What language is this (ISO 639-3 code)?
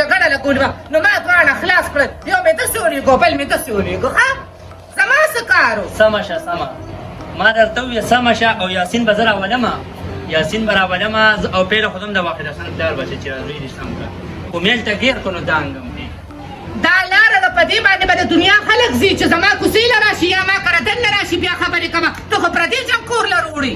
pus